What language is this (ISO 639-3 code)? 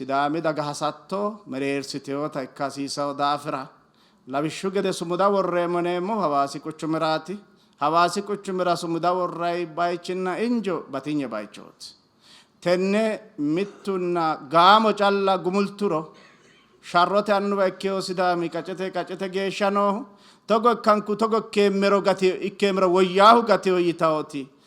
sid